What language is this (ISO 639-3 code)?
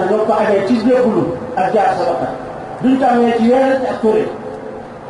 wol